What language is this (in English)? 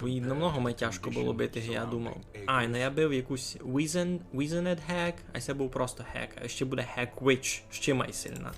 Rusyn